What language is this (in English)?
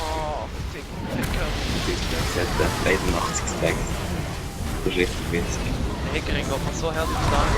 Swiss German